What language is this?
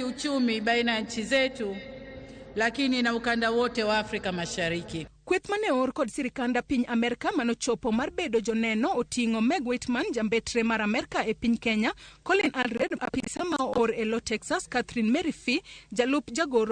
Luo (Kenya and Tanzania)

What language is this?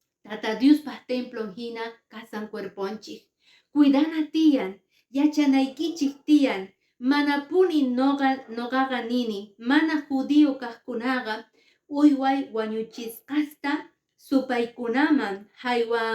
Quechua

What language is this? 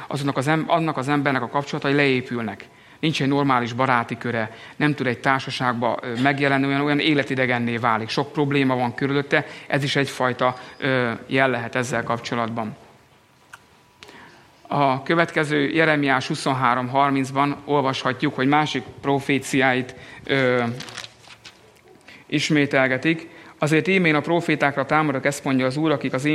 Hungarian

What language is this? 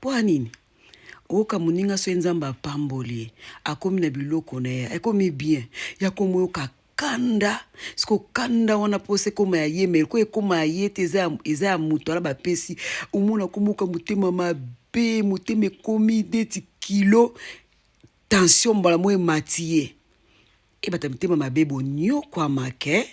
Lingala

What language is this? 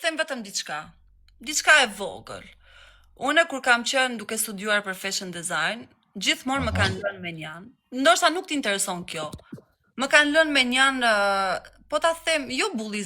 Albanian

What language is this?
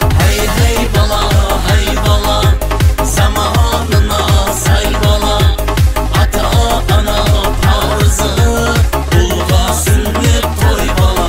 Kara-Kalpak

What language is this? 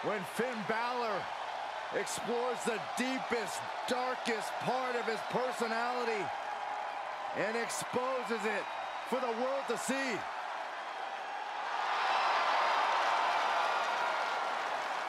English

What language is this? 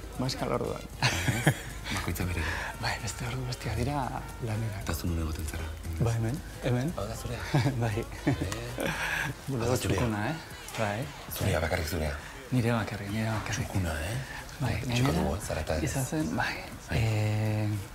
Basque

